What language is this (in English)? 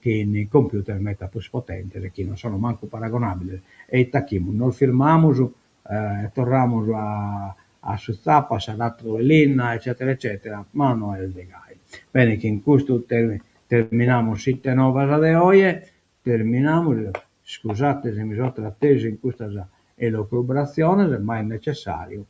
Sardinian